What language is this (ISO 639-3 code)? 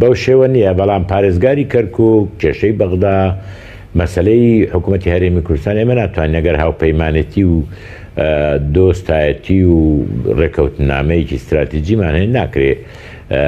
ckb